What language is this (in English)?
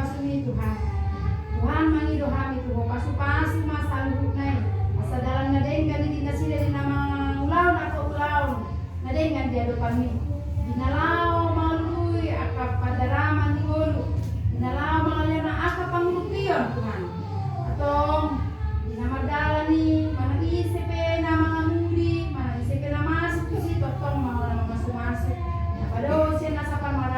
Batak Toba